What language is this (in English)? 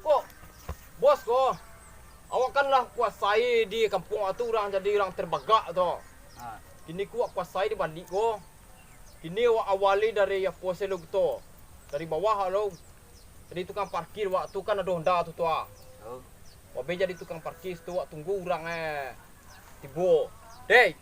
Minangkabau